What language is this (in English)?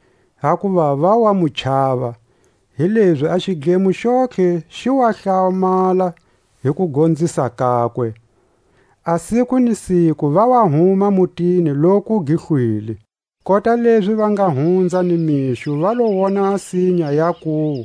Tswa